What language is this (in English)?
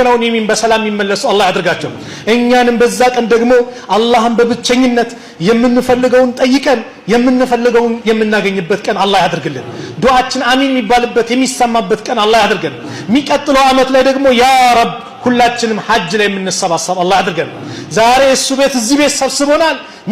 Amharic